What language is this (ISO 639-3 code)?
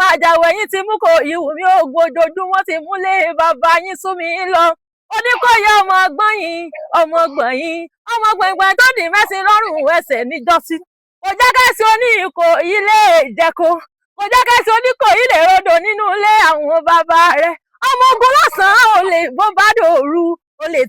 yor